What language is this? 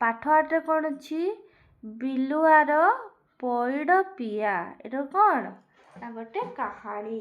Odia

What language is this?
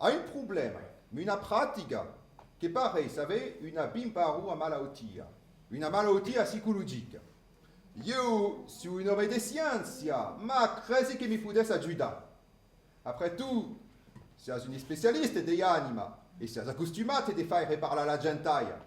Occitan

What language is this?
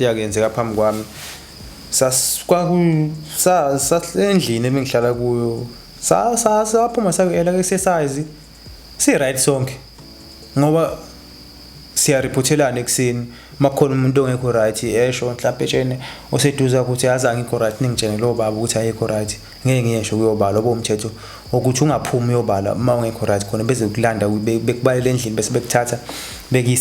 Zulu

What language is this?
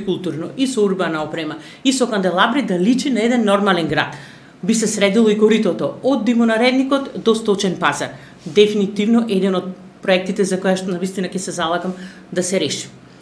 Macedonian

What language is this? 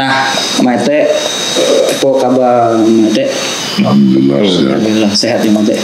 Minangkabau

